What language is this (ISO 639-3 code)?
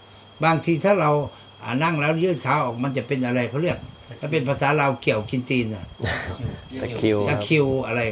tha